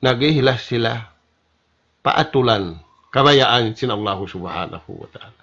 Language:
Tausug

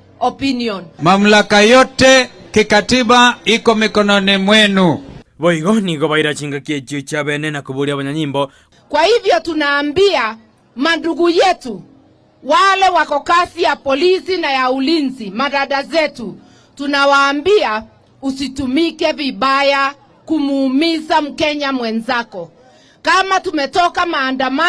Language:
Gusii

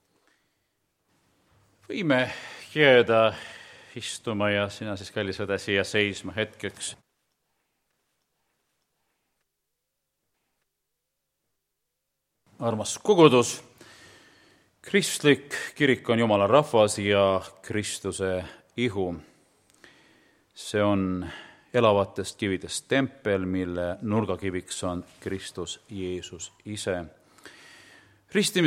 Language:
Estonian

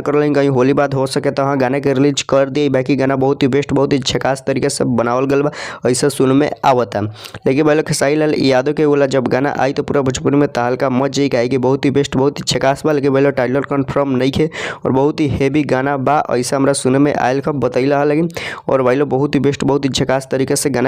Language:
Bhojpuri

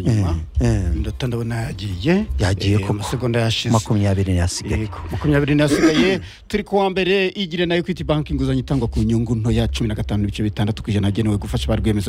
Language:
Kinyarwanda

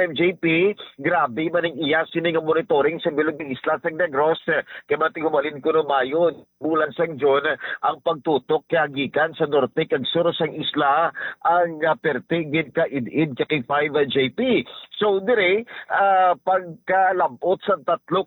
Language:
Hiligaynon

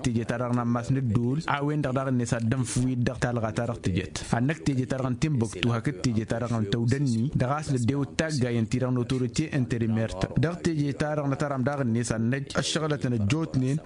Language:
Tamasheq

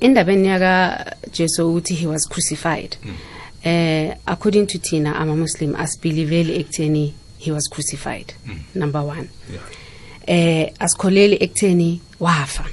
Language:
South Ndebele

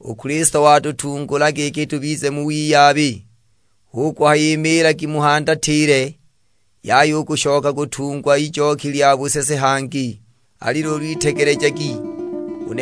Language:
Sukuma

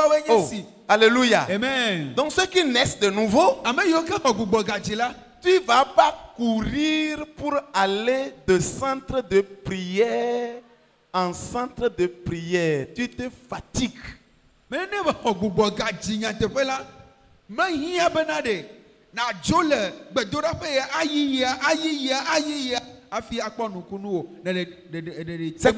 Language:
French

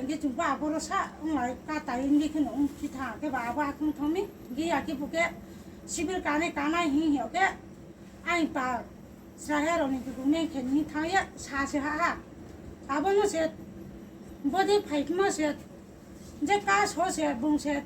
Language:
Riang (India)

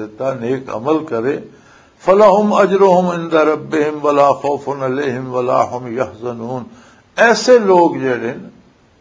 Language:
Western Panjabi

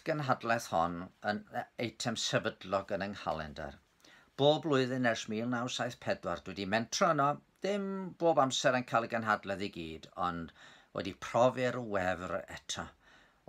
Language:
Welsh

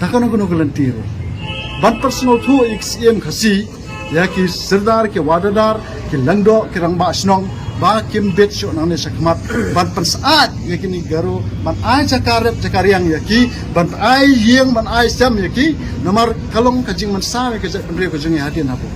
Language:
Khasi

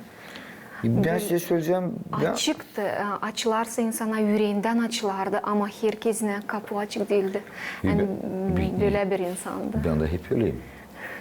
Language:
Gagauz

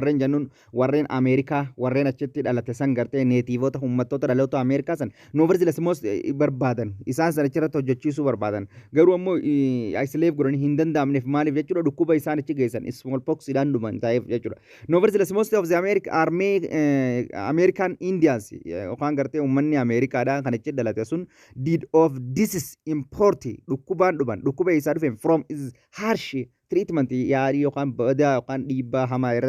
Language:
Oromo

